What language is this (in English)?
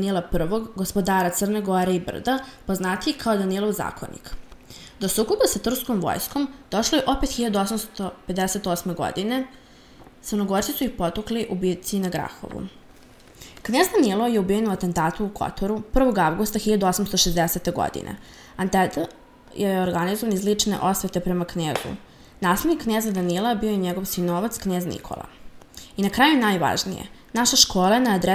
Serbian